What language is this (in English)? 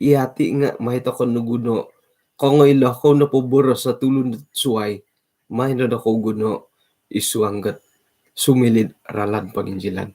Central Dusun